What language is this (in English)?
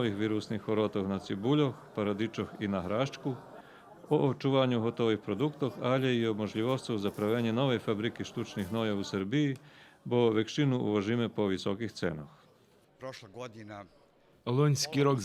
Rusyn